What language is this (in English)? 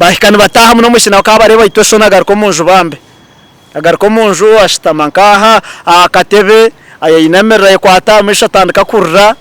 Nyankole